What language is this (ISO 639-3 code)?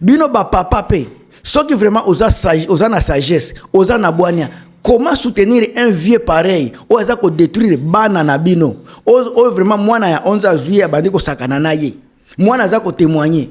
lin